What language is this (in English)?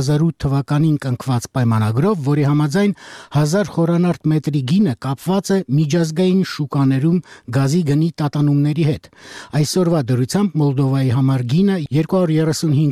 Armenian